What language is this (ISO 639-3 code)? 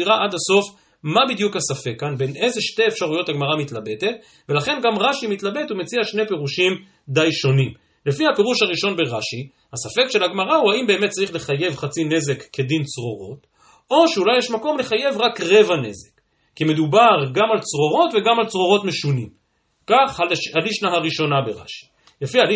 heb